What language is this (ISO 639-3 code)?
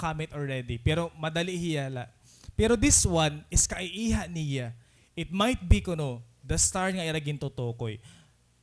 war